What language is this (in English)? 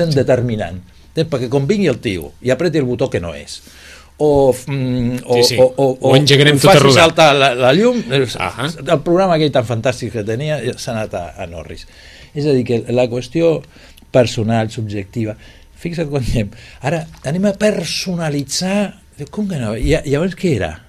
Catalan